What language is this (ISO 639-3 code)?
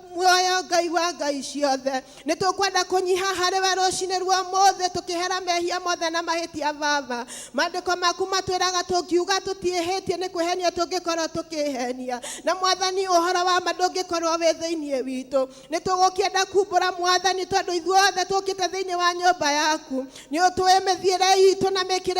kik